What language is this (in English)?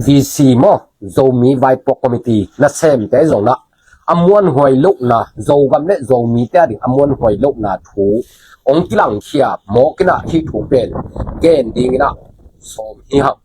Tedim Chin